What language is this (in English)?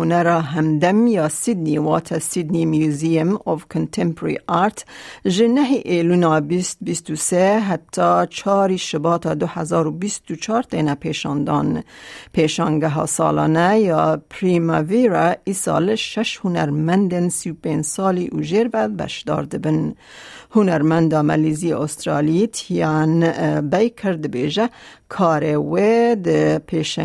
Kurdish